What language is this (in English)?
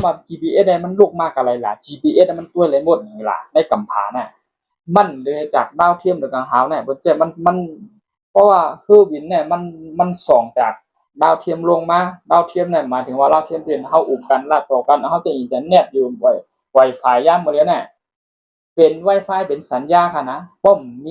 Shan